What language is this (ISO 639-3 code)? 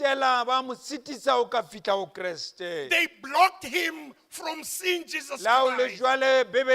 sot